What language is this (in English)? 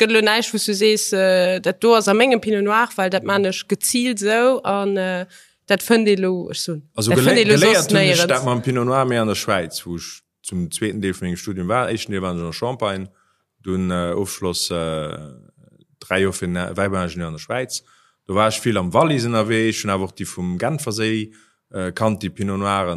Luxembourgish